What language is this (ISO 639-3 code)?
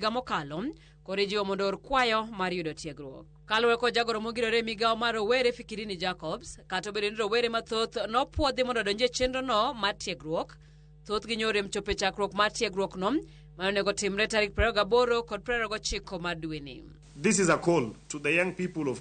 luo